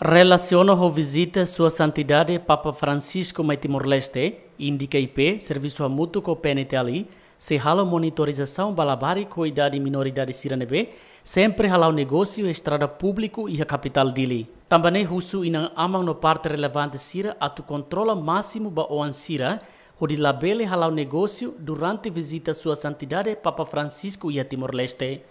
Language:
Tetum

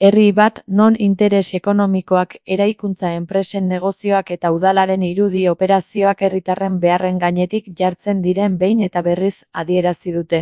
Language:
Basque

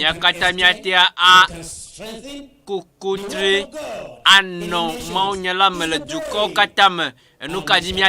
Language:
Ewe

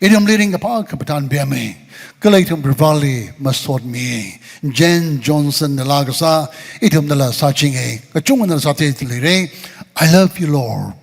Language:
Tangkhul Naga (India)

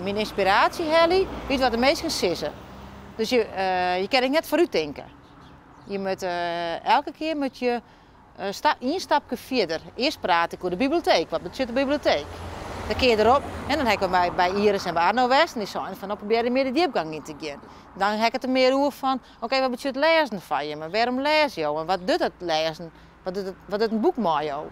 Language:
Western Frisian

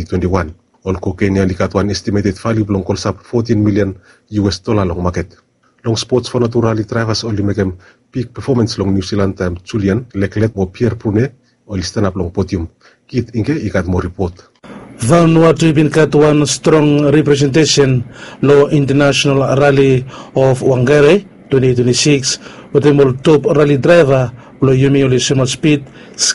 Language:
Bislama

